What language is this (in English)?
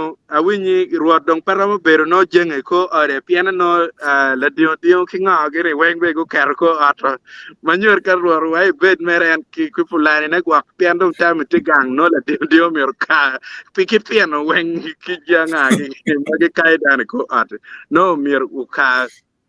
Acoli